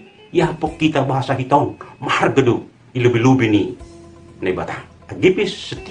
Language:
Batak Simalungun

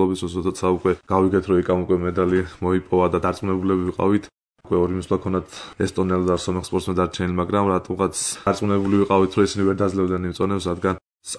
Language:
Georgian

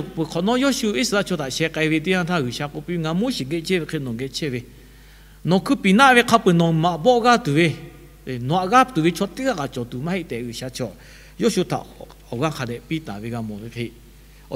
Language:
Lahu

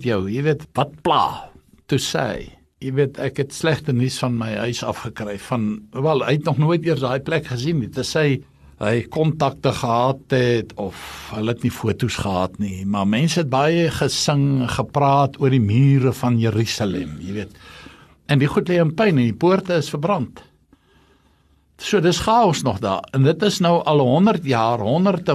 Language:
Afrikaans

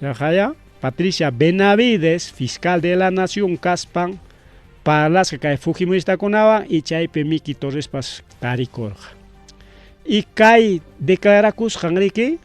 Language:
Ayacucho Quechua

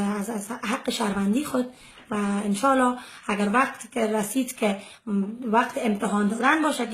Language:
Persian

